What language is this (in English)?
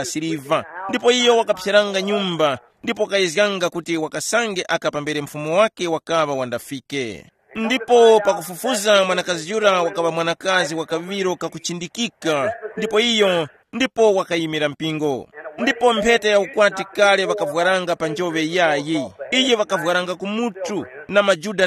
Tumbuka